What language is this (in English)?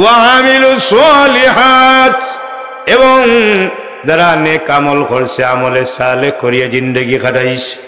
Sylheti